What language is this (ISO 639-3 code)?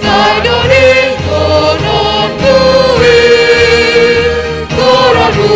bts